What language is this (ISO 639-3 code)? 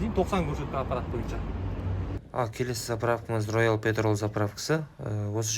kaz